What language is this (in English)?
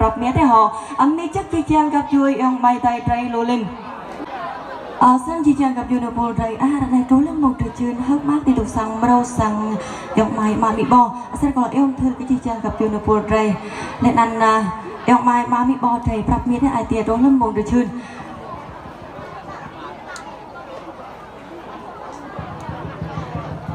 Vietnamese